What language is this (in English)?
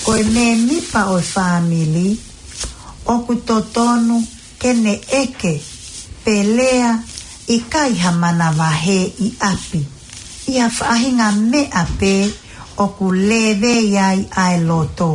Tongan